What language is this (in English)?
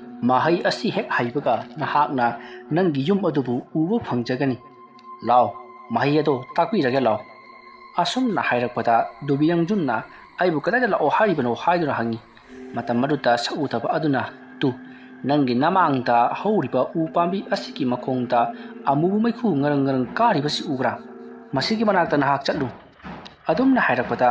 Manipuri